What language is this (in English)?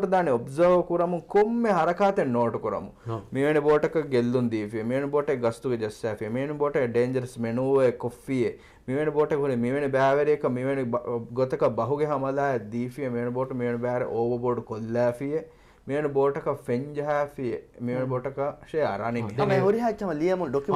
Divehi